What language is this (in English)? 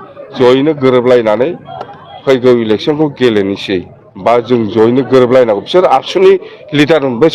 Bodo